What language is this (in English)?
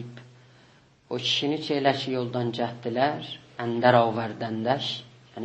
South Azerbaijani